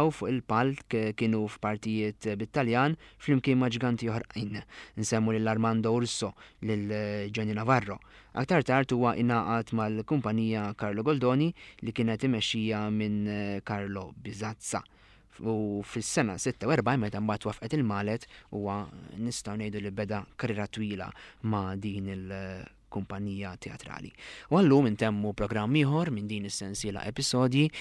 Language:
Maltese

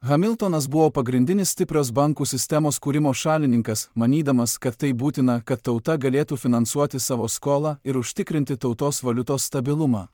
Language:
Lithuanian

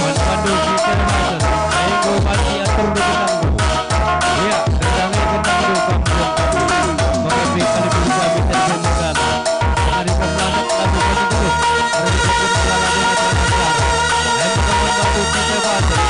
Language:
Batak Karo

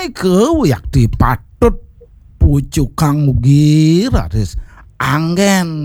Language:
Balinese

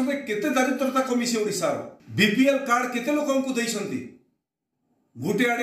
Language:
Odia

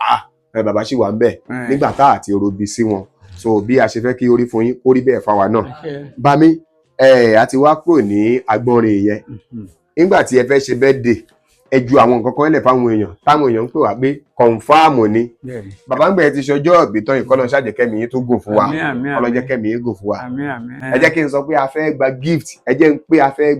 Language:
Yoruba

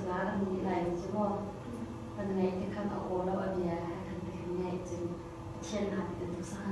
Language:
Hakha Chin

